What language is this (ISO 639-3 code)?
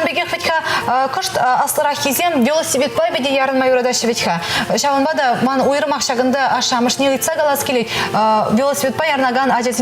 chv